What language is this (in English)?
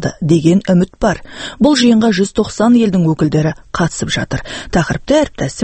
Kazakh